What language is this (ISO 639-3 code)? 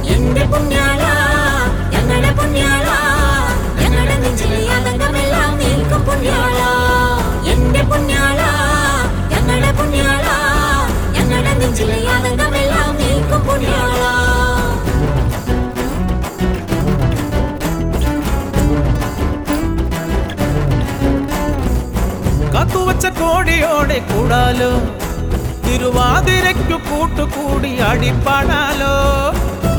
mal